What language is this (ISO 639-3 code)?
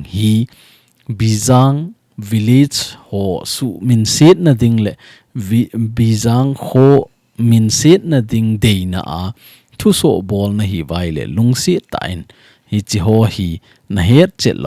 tcz